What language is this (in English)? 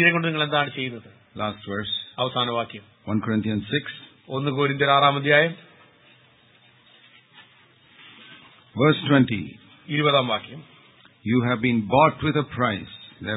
Malayalam